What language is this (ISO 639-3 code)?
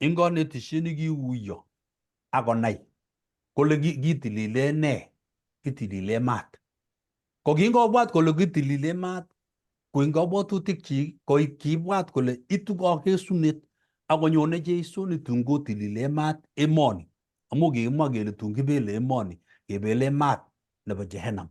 kln